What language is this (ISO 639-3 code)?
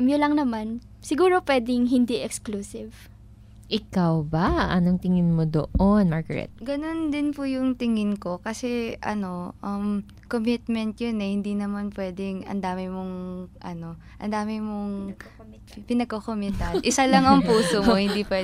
fil